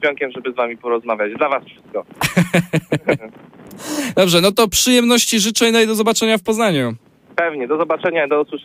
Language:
Polish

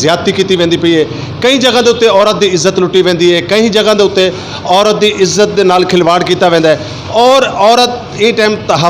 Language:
Saraiki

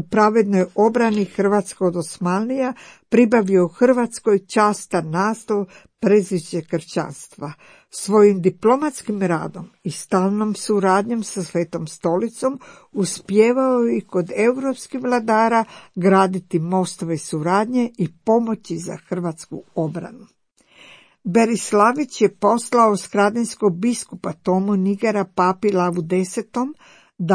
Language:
Croatian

